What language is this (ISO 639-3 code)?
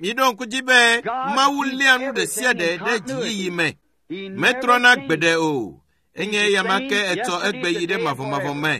ewe